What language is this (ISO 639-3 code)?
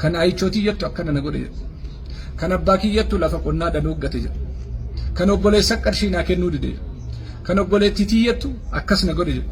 orm